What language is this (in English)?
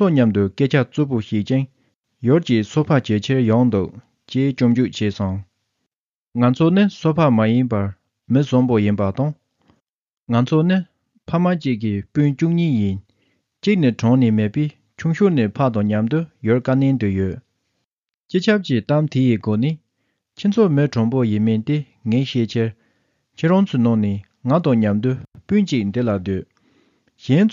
Tibetan